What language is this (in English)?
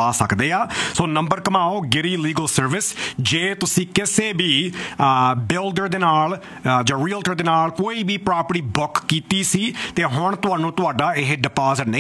Punjabi